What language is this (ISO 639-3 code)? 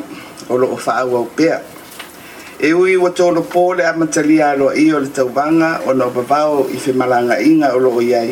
smo